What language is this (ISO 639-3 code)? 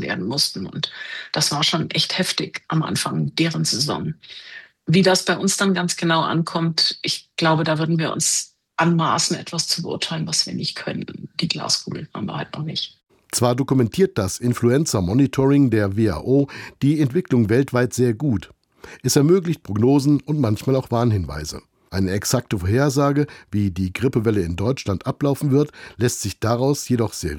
deu